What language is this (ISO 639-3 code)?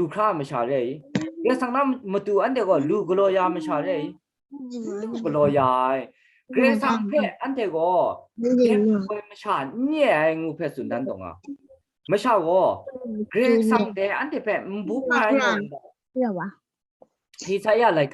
kac